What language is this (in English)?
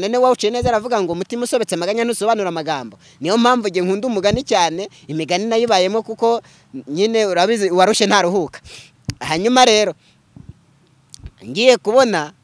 Kinyarwanda